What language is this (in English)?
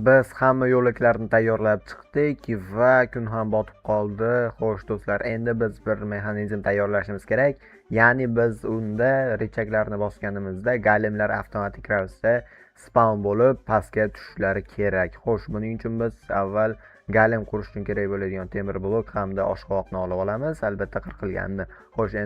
Uzbek